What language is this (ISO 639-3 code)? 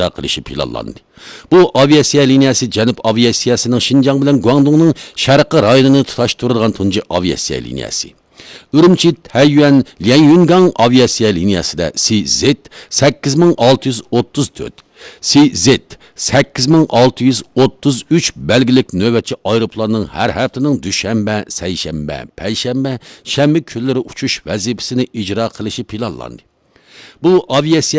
uig